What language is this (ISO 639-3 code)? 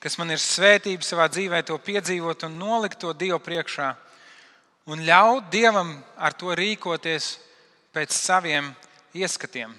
lav